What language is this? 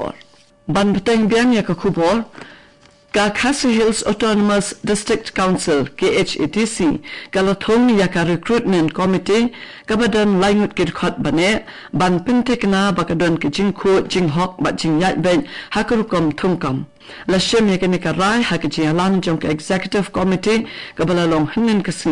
Khasi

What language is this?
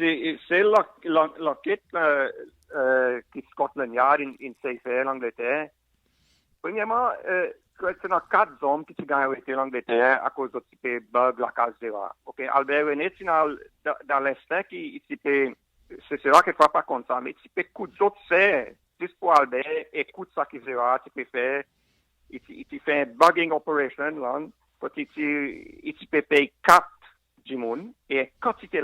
Seselwa Creole French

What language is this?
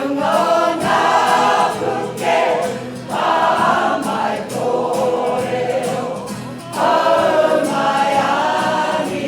Māori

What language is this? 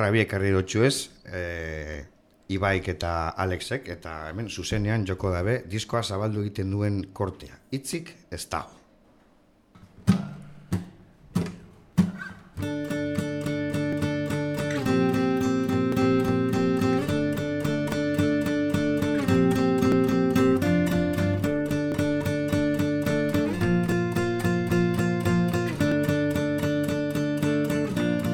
Basque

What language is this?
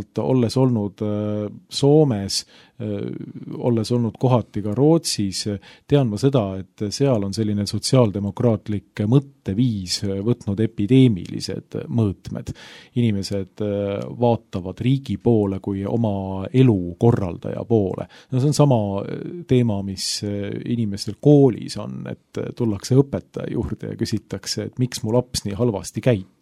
Estonian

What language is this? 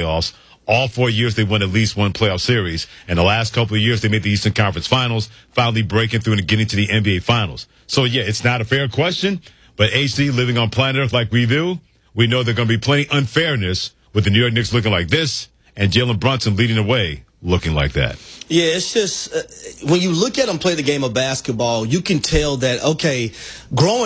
English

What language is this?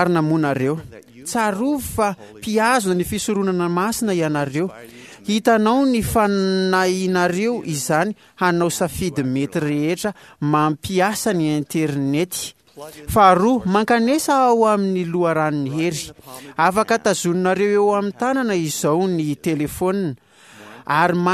Malagasy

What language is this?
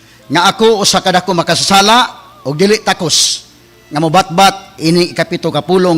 Cebuano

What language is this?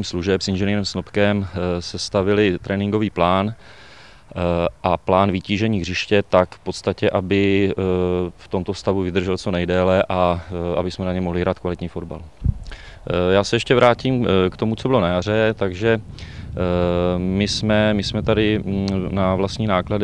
Czech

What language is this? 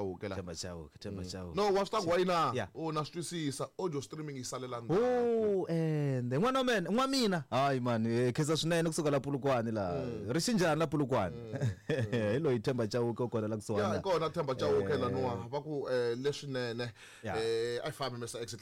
Tsonga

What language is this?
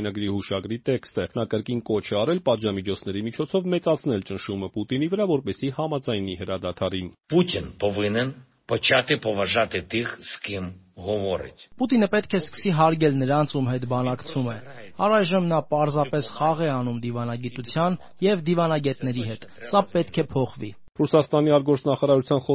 Armenian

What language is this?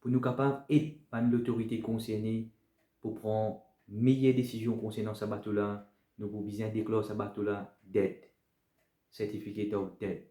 Morisyen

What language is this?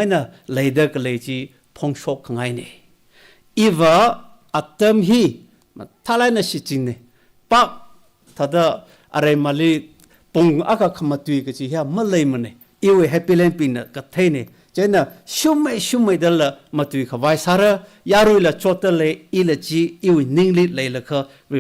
Tangkhul Naga (India)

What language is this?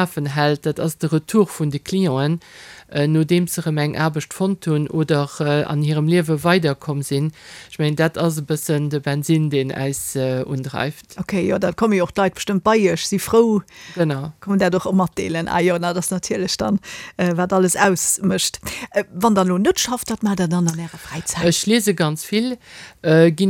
Luxembourgish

